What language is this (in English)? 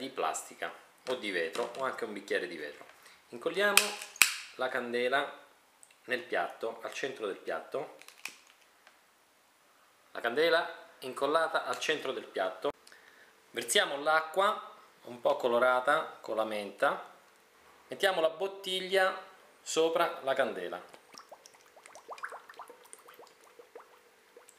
Italian